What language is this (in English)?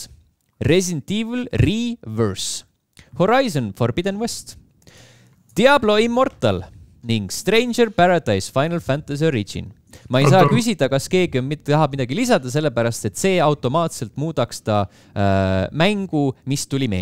Estonian